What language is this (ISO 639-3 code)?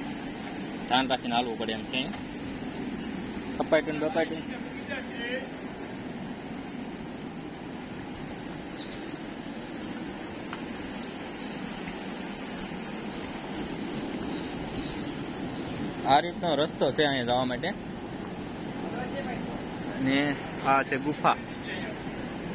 guj